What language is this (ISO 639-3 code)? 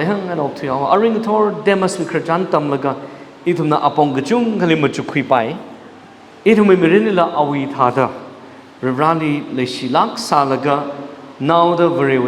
nmf